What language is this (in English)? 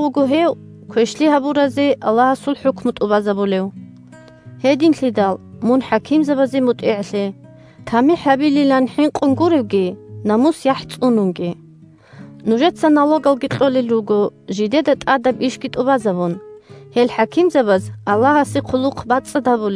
Avaric